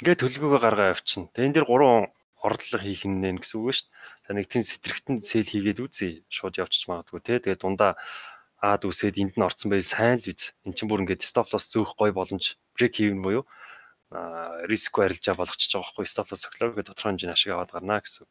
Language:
Mongolian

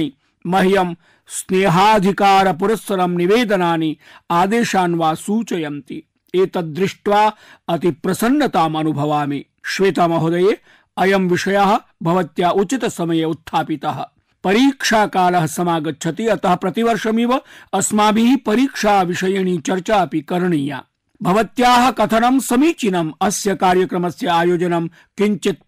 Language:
Sanskrit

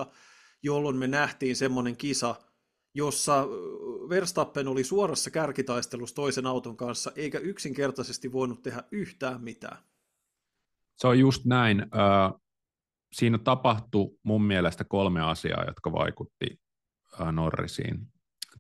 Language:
Finnish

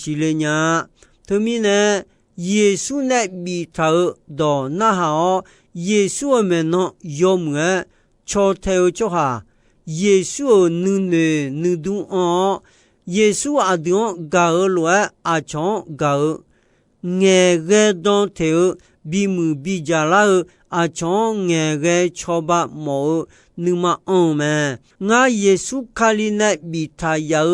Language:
Akha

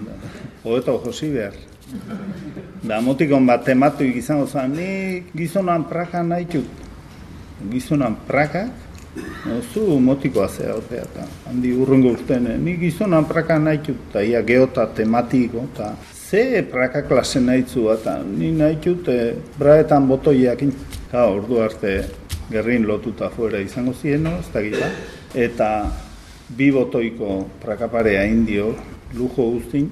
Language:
Basque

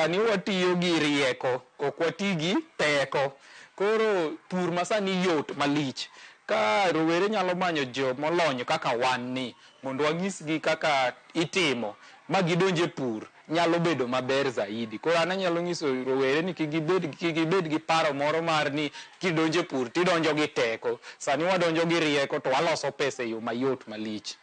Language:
Luo (Kenya and Tanzania)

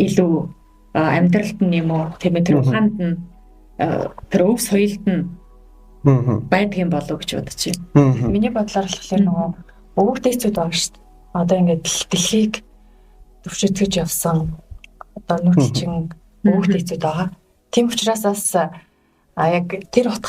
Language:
Mongolian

